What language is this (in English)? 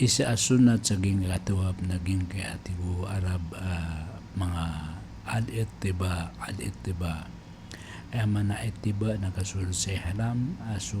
Maranao